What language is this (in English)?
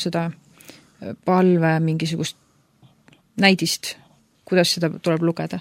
Estonian